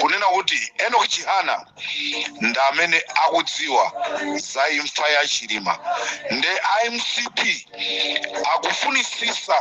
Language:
Nyanja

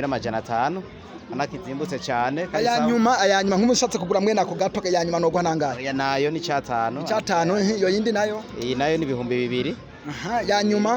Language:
Rundi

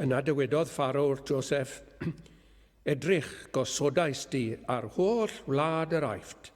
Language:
Welsh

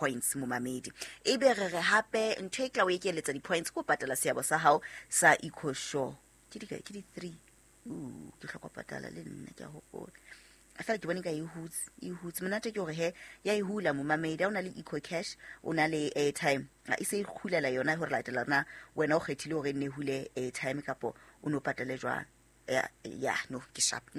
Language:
Southern Sotho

